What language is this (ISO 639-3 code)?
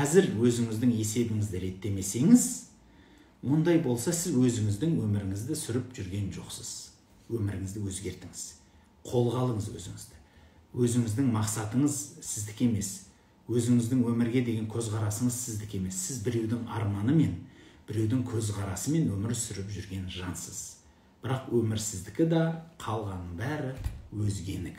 kaz